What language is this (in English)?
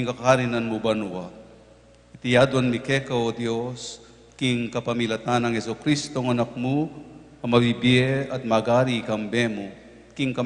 Pampanga